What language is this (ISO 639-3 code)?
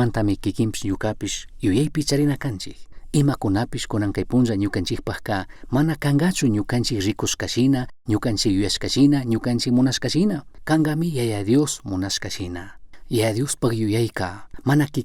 qug